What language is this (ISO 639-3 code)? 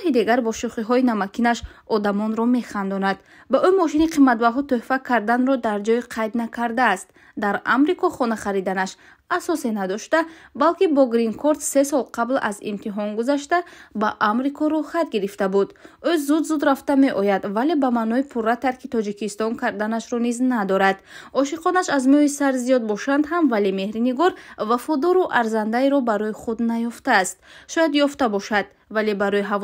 tgk